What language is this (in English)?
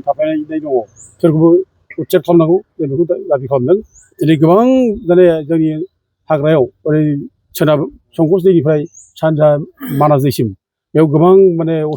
Bodo